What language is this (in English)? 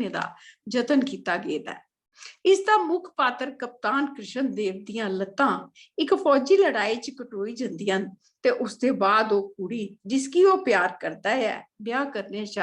Dogri